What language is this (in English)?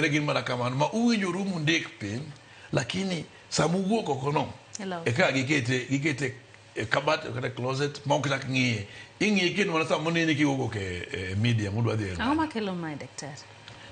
Luo (Kenya and Tanzania)